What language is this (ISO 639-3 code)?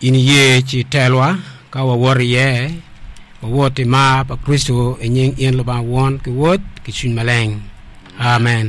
ach